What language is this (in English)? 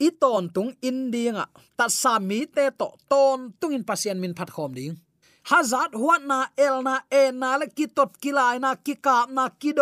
Tedim Chin